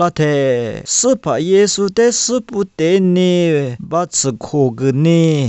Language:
Lisu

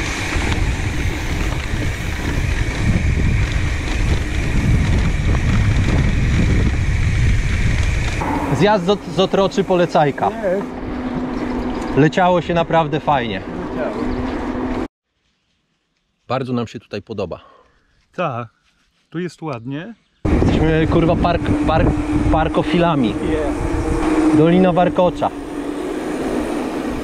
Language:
Polish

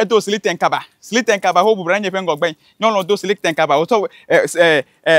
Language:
Ewe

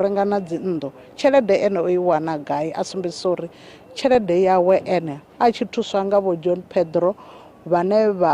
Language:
Venda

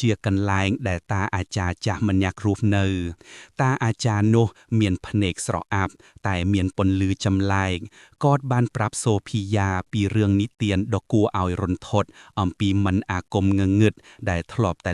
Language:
Khmer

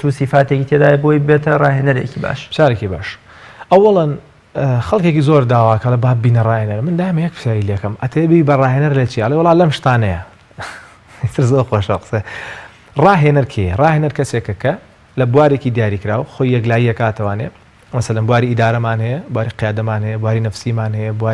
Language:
Central Kurdish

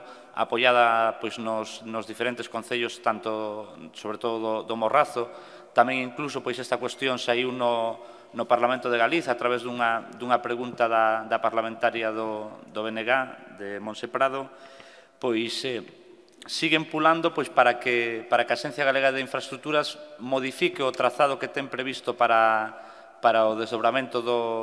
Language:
Galician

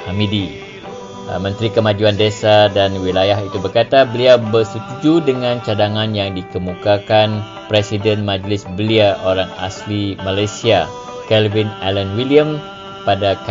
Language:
Malay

